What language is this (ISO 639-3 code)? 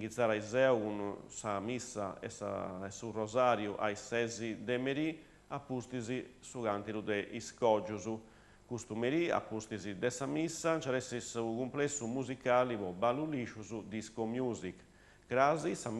srd